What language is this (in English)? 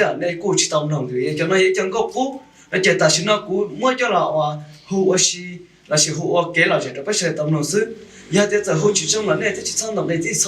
Hmong